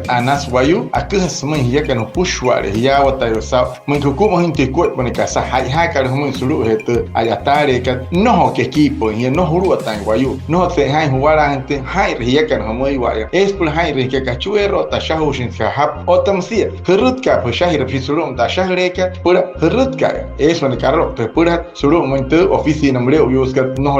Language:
Wayuu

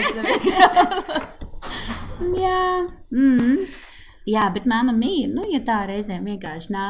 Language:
Latvian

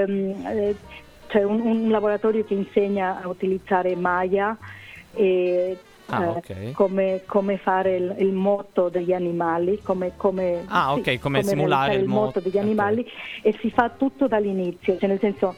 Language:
Italian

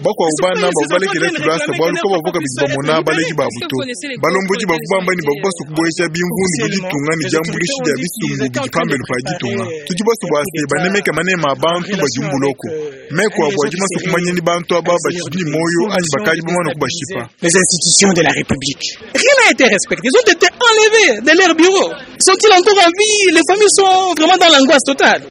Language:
Luba-Lulua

